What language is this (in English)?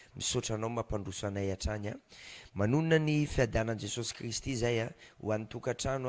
Malagasy